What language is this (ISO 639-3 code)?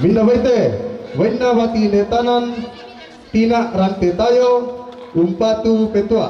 sda